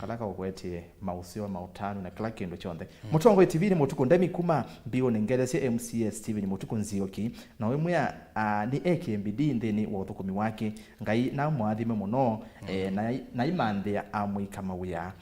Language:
Kamba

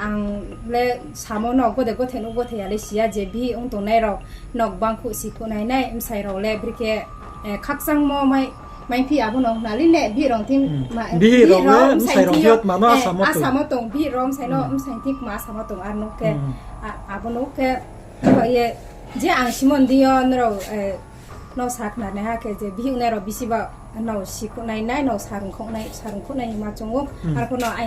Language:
Riang (India)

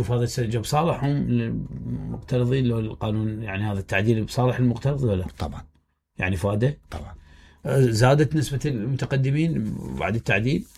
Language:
Mesopotamian Arabic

